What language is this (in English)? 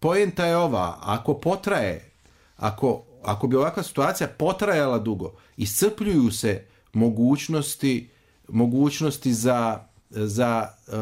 Croatian